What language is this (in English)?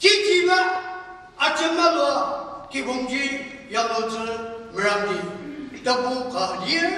Ao Naga